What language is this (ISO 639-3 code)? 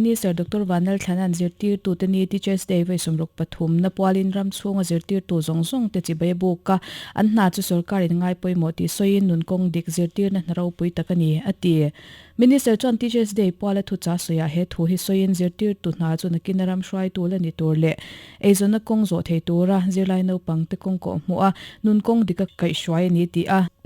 lus